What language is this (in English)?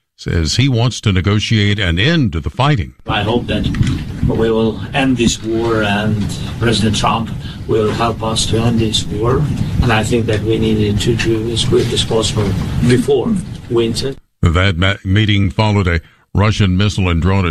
English